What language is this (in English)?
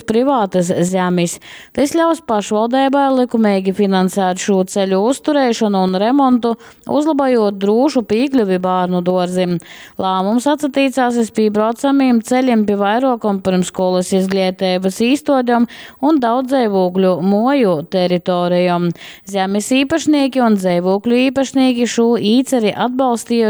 Latgalian